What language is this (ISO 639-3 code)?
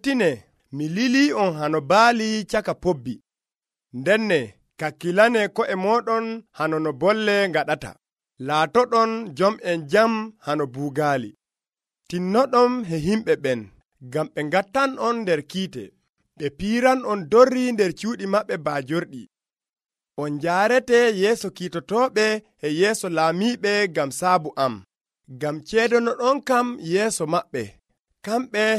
fuv